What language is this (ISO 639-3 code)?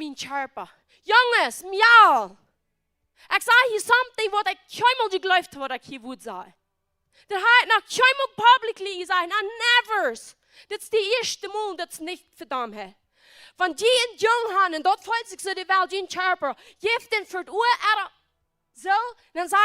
pdt